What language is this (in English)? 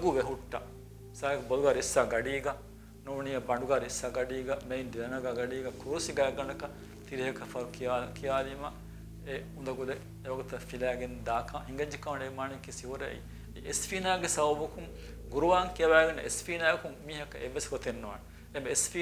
Divehi